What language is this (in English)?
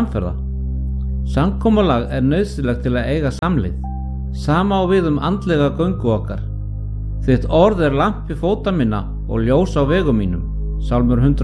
Icelandic